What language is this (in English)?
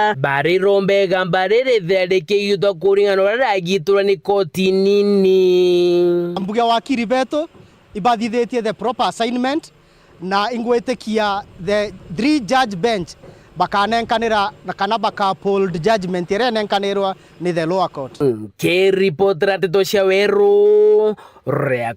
Meru